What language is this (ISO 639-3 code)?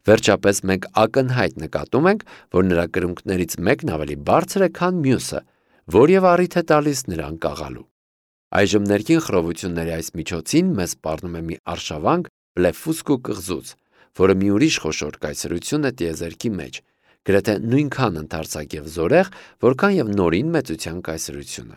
hye